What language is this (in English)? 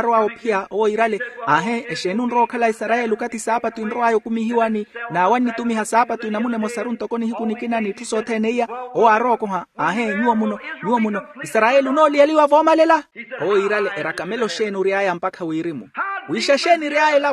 Makhuwa